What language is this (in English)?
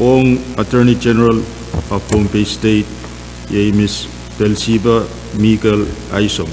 Pohnpeian